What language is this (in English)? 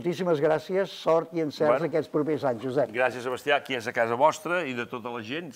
Catalan